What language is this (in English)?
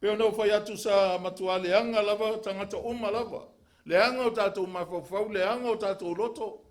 Samoan